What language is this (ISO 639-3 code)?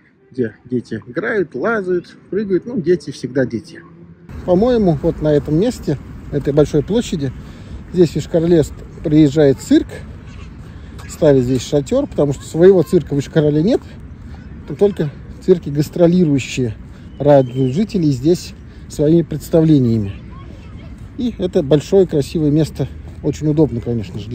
rus